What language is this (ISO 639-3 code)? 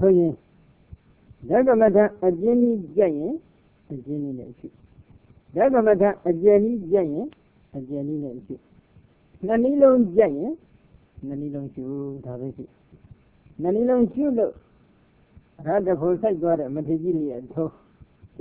mya